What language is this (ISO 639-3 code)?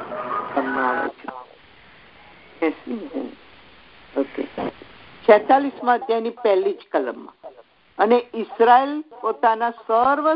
guj